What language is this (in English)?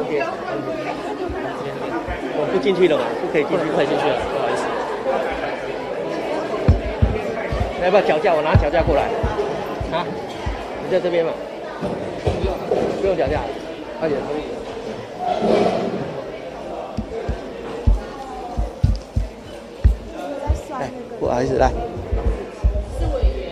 Chinese